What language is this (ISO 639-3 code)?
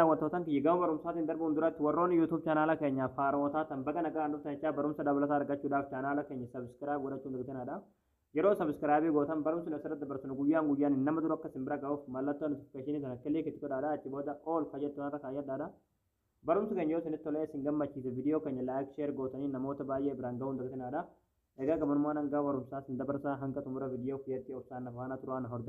orm